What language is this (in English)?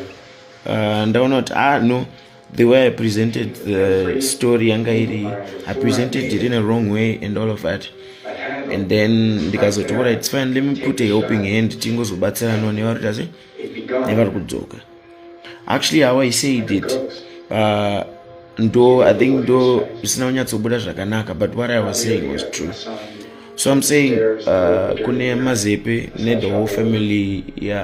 Shona